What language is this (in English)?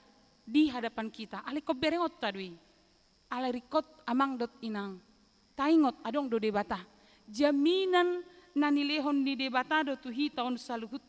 Batak Toba